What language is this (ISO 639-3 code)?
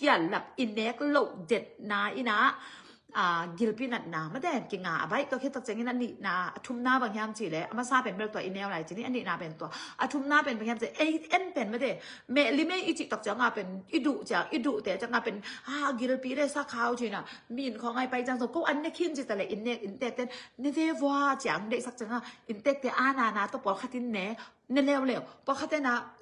ctd